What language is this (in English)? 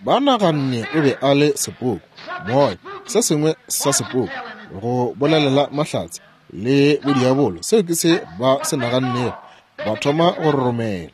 Northern Sotho